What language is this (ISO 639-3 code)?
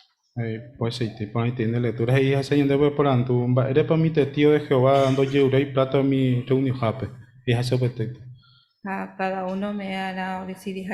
grn